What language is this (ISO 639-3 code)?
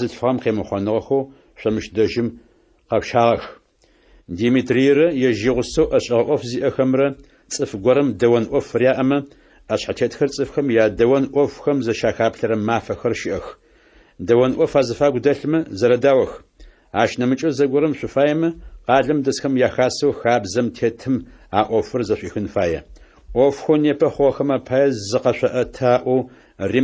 ady